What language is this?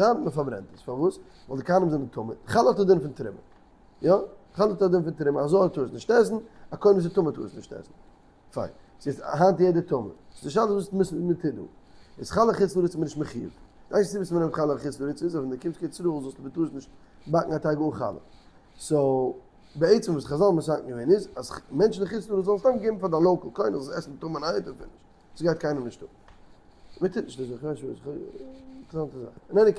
Yiddish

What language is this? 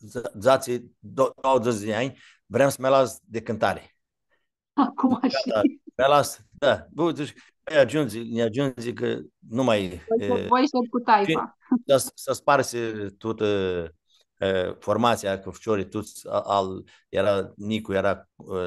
Aromanian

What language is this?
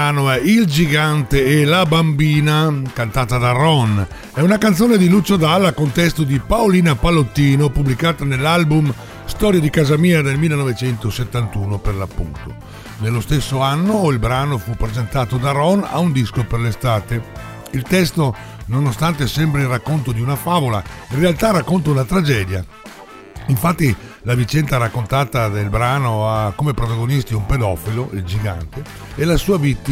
Italian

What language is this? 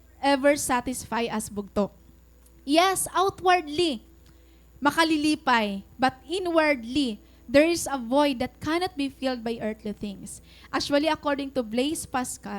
Waray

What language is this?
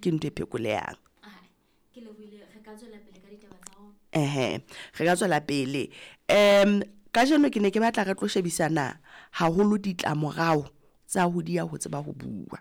Southern Sotho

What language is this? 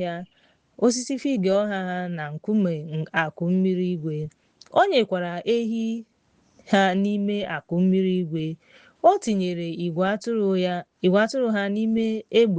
Igbo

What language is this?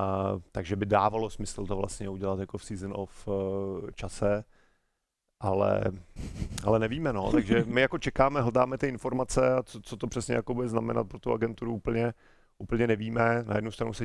Czech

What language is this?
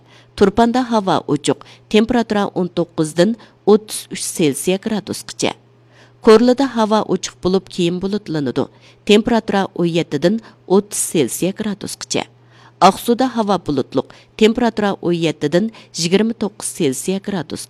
Uyghur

